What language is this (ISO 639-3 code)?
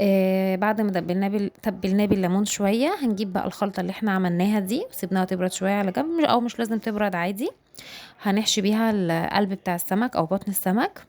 arz